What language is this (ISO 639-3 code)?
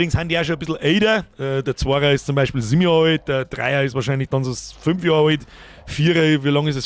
bar